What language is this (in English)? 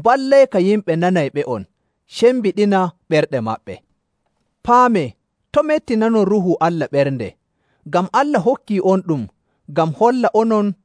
Nigerian Fulfulde